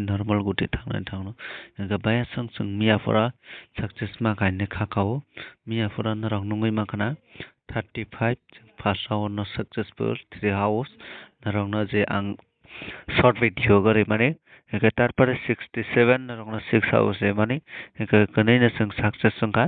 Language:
Kok Borok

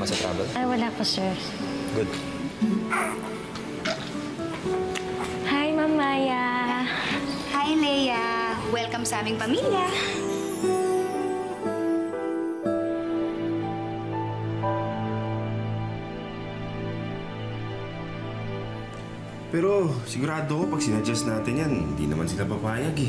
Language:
Filipino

